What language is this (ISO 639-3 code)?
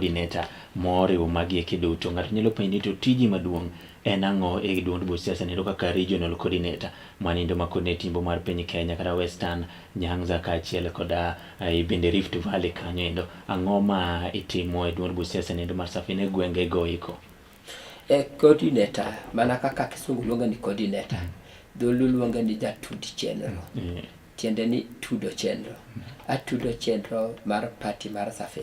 luo